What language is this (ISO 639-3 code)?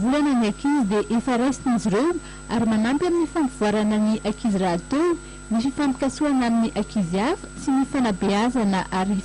mlg